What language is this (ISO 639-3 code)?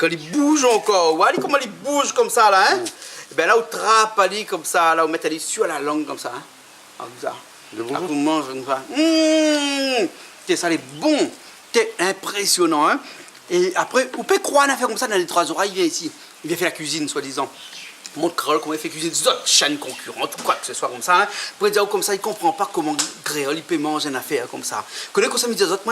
rcf